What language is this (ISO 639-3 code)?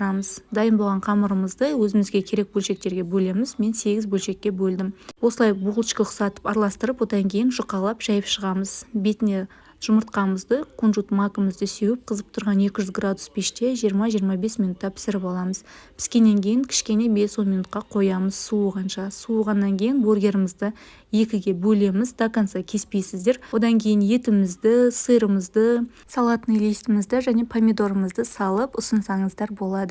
kaz